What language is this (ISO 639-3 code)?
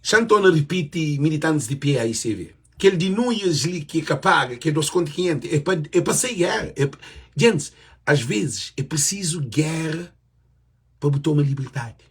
kea